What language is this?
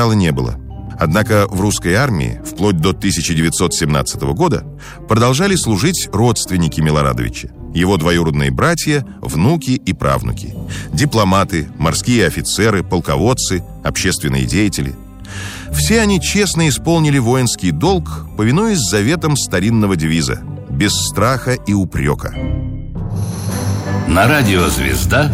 Russian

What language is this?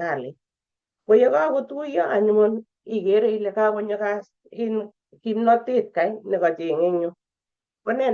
Kalenjin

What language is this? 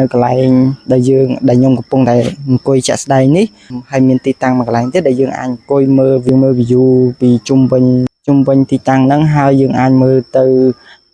Khmer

